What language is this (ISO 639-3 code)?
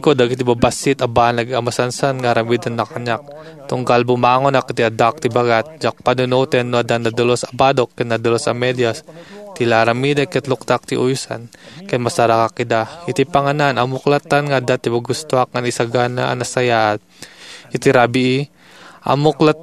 ilo